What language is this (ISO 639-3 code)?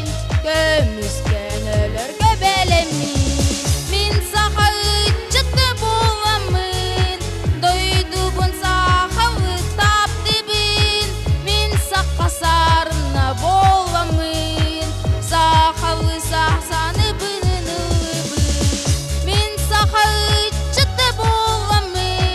sah